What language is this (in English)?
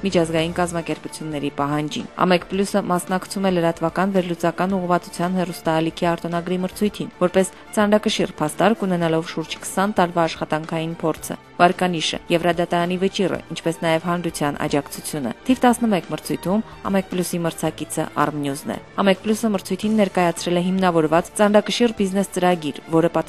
Armenian